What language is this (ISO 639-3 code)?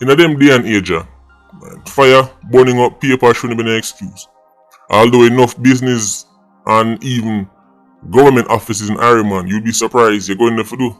jam